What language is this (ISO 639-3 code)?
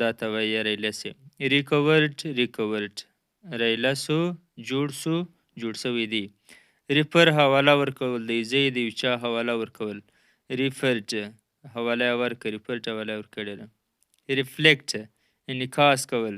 pus